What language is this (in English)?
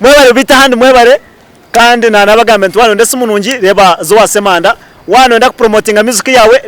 Nyankole